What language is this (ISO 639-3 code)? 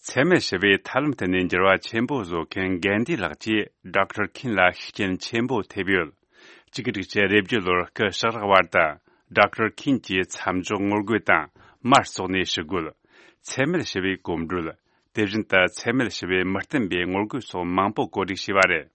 bod